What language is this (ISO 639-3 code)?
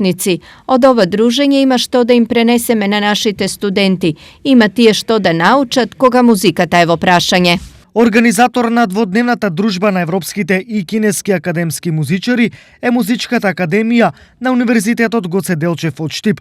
mkd